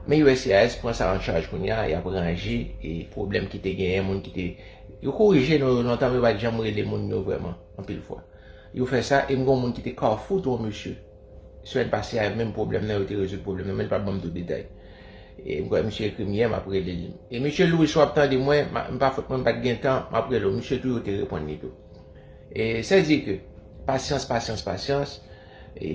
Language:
Haitian Creole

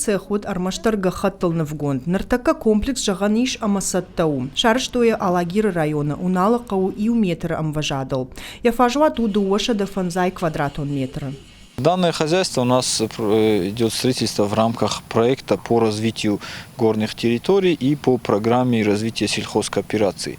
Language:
Ossetic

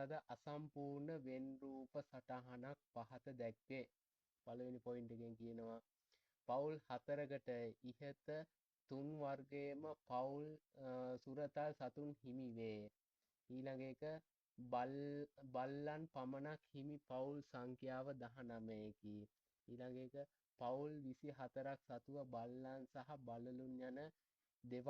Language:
Sinhala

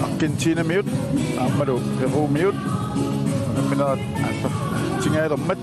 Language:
Kalaallisut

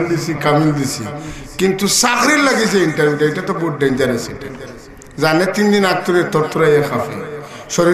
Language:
Sylheti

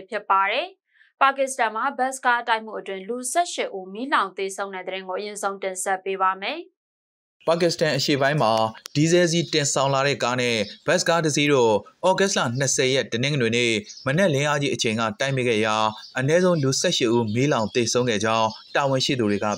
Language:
Burmese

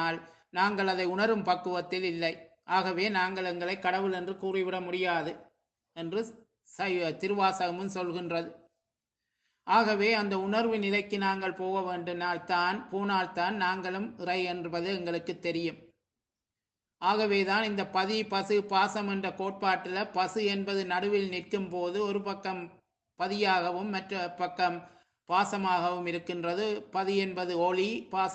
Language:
Tamil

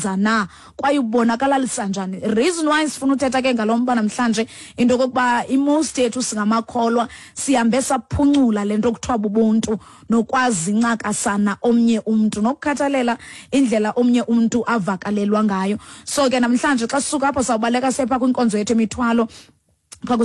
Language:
Xhosa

